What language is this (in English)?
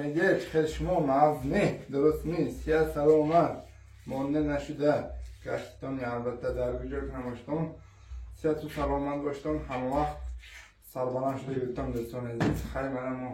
Tajik